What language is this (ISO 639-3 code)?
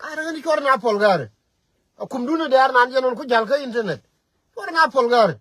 nus